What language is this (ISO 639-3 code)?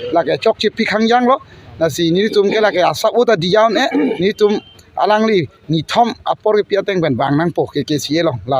mjw